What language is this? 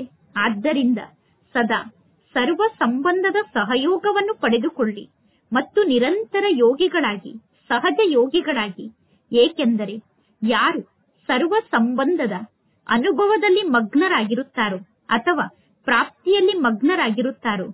Kannada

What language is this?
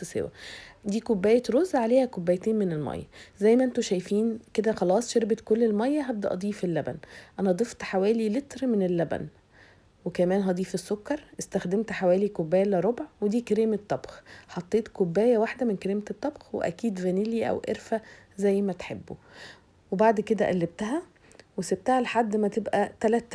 Egyptian Arabic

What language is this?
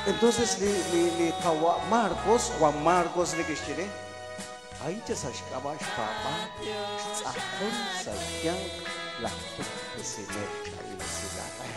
Kekchí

